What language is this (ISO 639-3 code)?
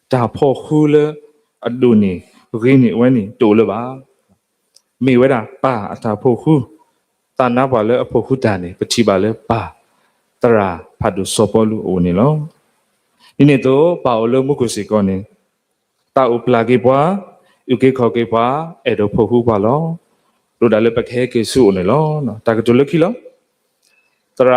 ksw